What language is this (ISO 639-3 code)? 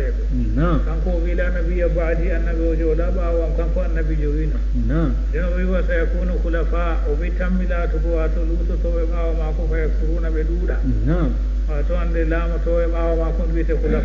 ful